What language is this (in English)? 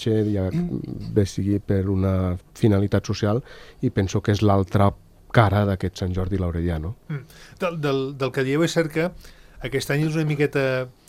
Catalan